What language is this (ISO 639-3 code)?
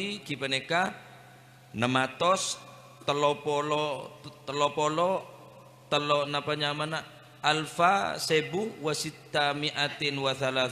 mad